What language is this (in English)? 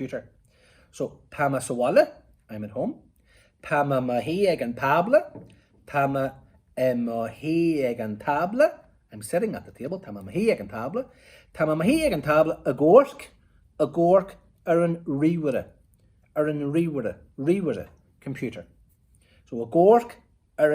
Irish